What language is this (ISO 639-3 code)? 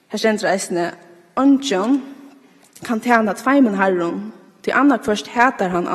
fao